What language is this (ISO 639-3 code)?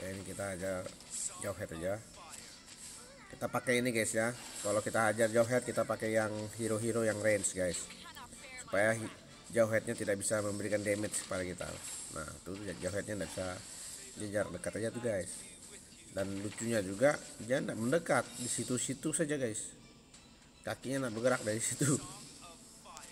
ind